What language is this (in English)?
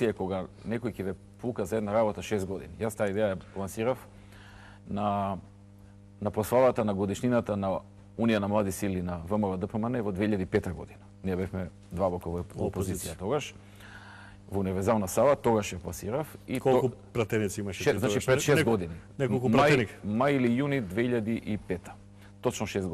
Macedonian